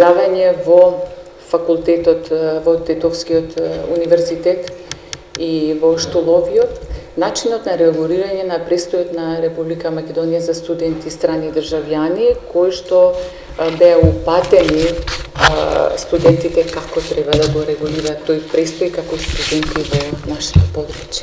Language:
Macedonian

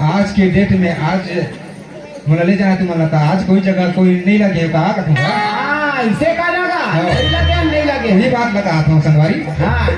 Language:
Chhattisgarhi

